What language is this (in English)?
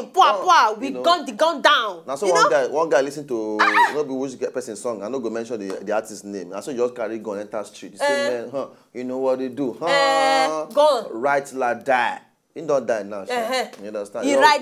Nigerian Pidgin